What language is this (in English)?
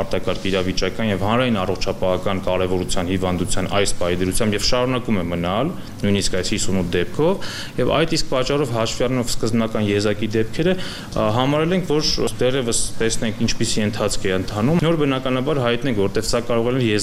Armenian